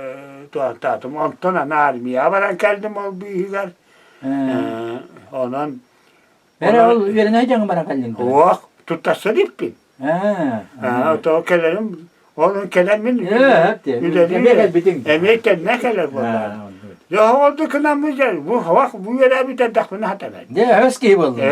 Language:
Yakut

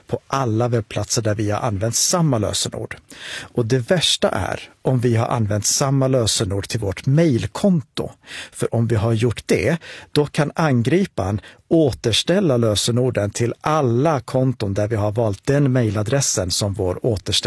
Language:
Swedish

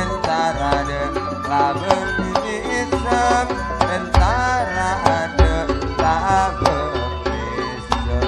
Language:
Madurese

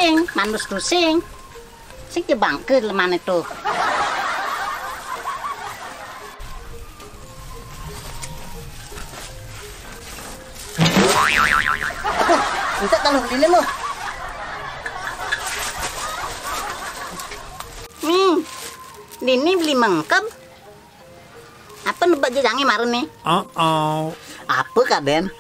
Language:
Balinese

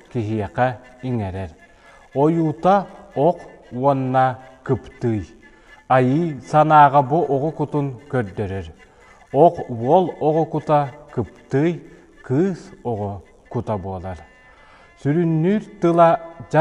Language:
Yakut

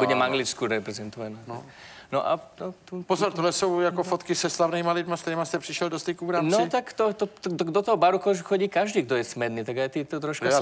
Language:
Czech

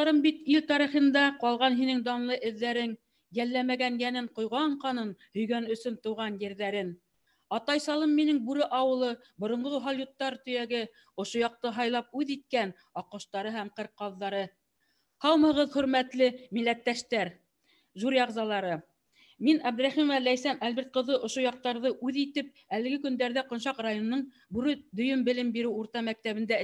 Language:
Bashkir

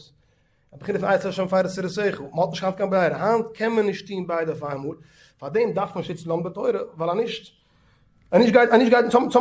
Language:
Yiddish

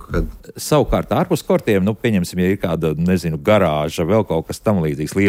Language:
Latvian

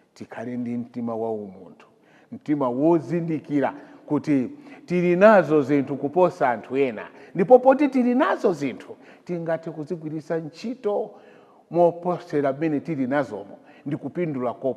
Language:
Nyanja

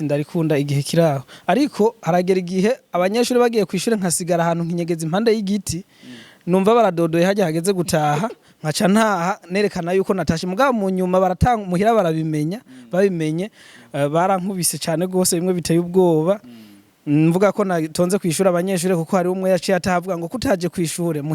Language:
Rundi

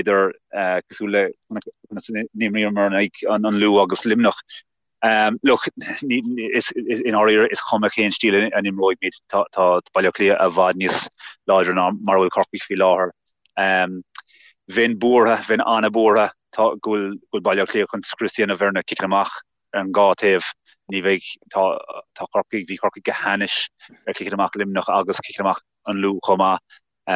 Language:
Irish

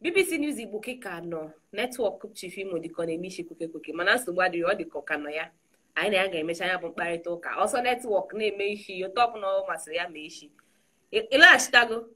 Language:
Igbo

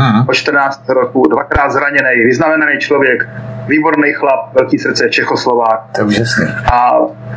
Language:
Czech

